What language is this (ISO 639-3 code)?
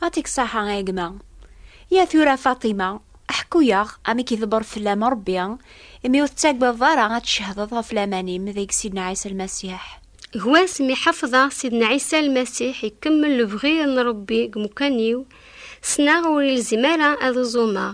kab